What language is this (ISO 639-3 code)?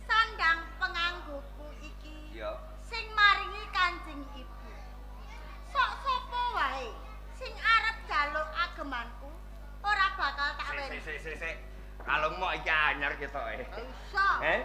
jav